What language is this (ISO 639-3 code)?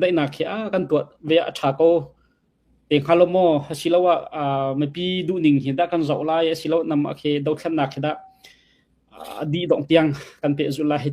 cnh